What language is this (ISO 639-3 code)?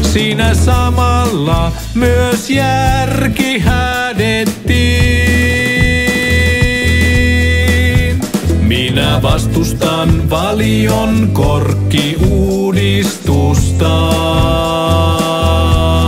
fin